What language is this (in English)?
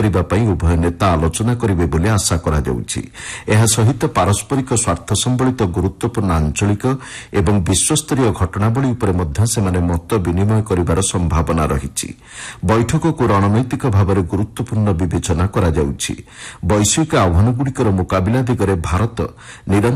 Odia